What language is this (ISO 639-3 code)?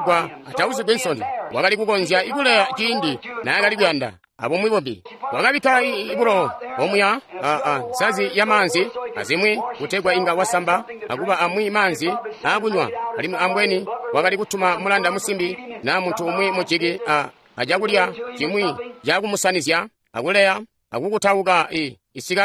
toi